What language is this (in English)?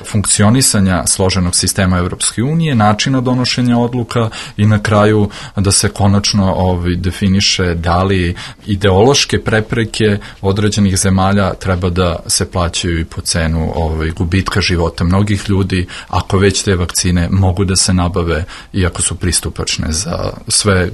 Serbian